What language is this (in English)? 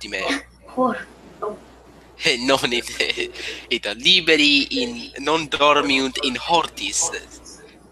Latin